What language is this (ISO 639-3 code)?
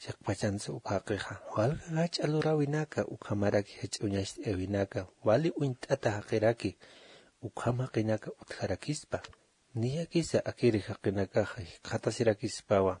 aym